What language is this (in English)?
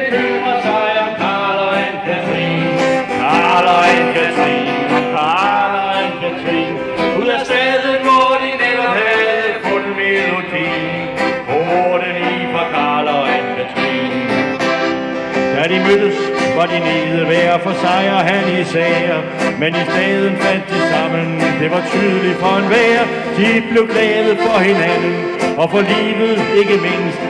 Danish